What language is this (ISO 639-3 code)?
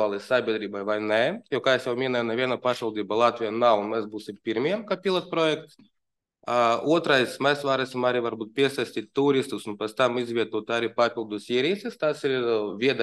lav